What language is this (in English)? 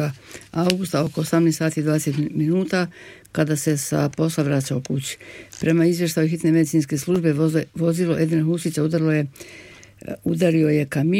Bosnian